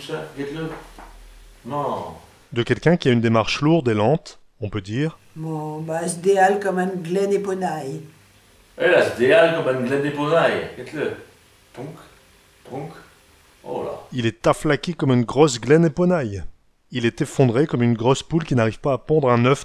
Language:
Picard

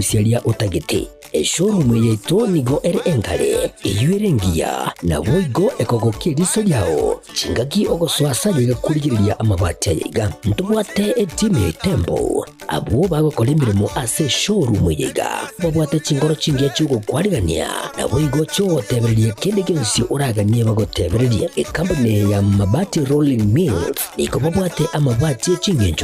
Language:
Gusii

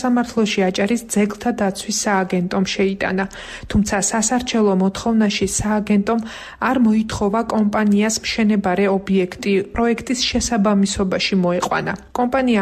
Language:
Georgian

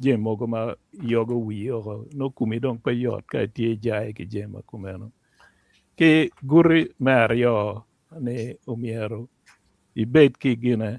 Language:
Acoli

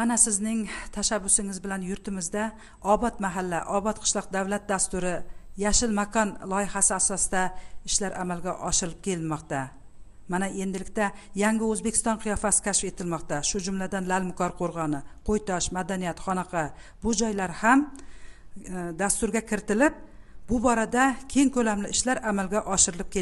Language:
Uzbek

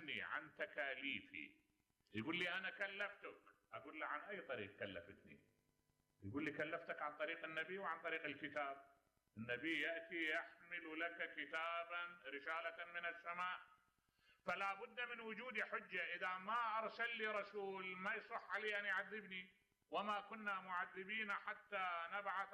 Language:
Mesopotamian Arabic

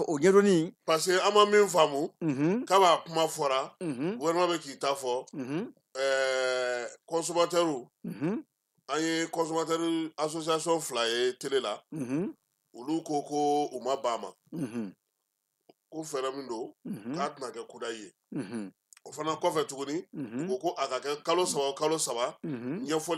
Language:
Bambara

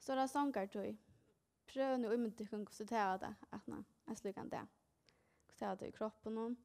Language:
Faroese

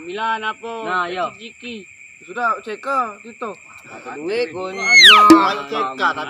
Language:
Musi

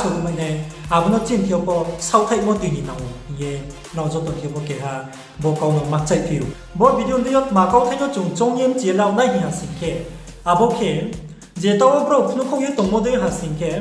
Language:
Riang (India)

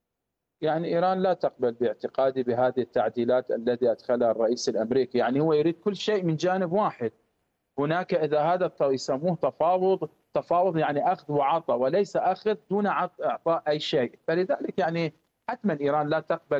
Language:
Arabic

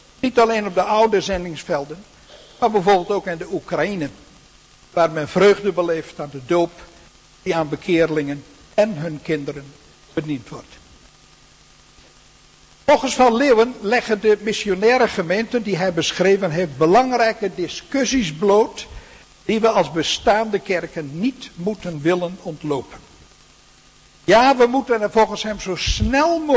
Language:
Dutch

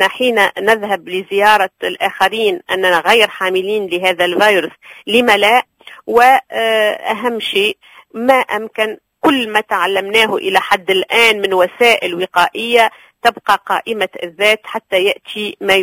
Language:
Moroccan Arabic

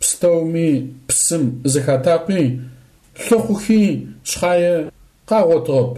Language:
Adyghe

